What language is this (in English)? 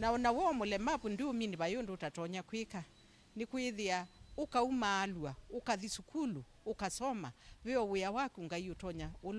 Kamba